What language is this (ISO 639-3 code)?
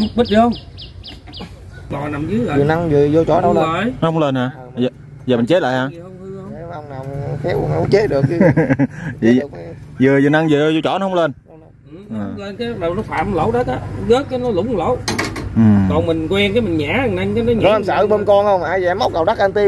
vie